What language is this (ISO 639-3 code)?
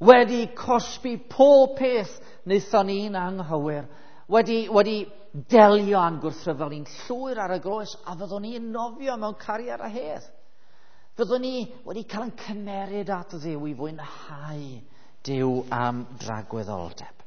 cym